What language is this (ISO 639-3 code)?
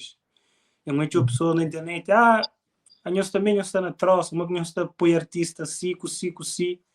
kea